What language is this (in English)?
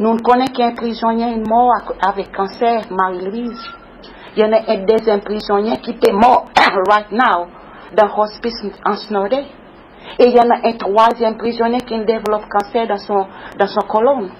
Seselwa Creole French